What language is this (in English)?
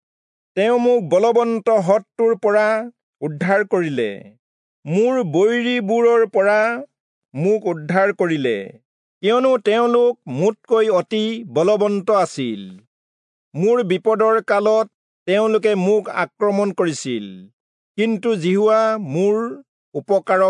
Assamese